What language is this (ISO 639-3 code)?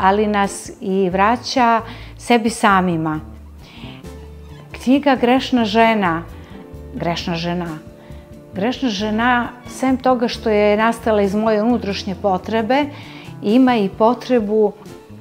srp